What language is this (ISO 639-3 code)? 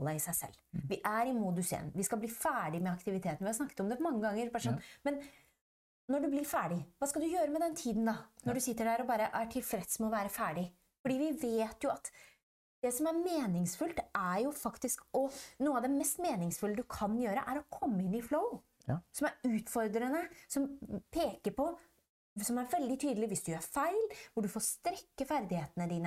nor